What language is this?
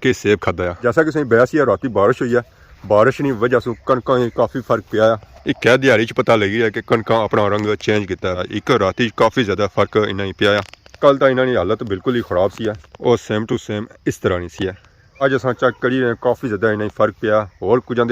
Pahari-Potwari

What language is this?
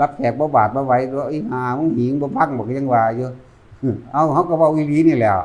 Northeastern Thai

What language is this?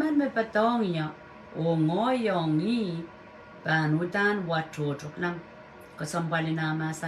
Pohnpeian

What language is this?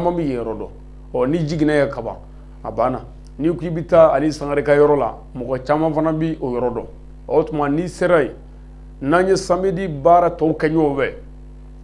Bambara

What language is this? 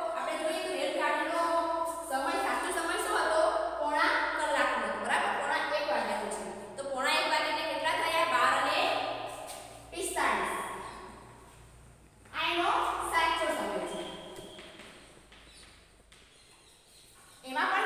Gujarati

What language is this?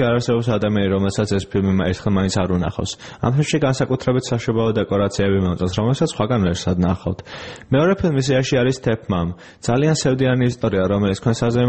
Georgian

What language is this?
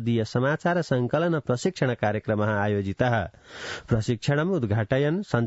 Sanskrit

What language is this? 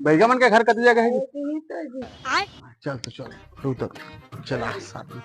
Chhattisgarhi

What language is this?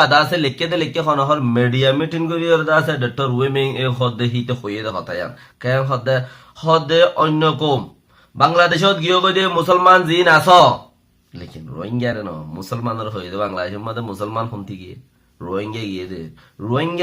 Rohingya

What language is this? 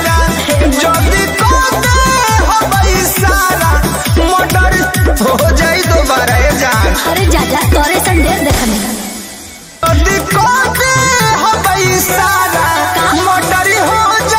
Bhojpuri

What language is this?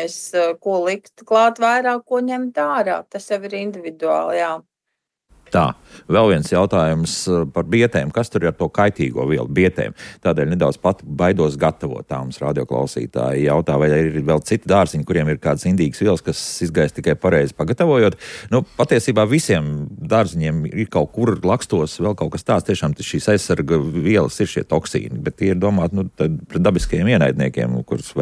Latvian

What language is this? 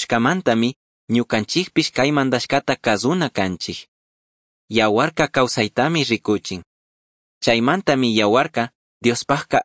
Chimborazo Highland Quichua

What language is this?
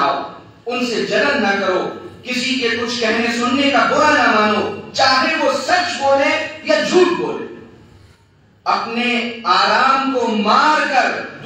Urdu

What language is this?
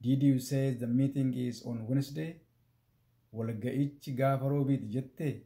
Oromo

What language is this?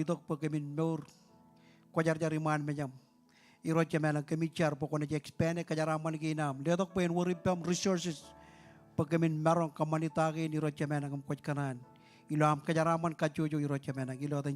Marshallese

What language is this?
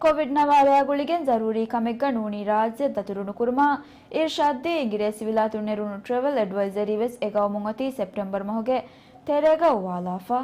Divehi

